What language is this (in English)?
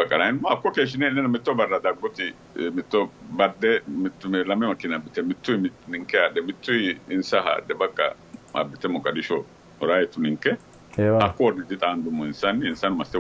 Sidamo